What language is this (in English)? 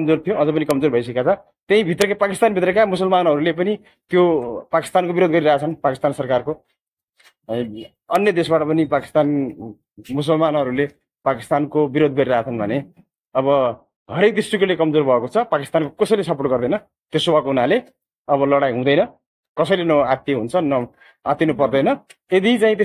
Nepali